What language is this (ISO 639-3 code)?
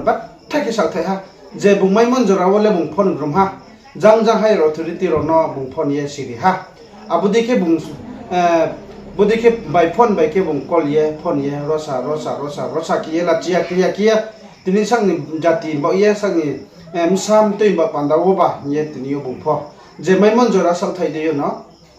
ria